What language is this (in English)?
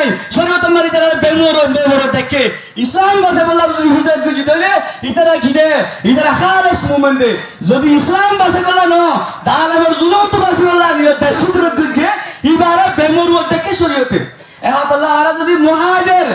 Rohingya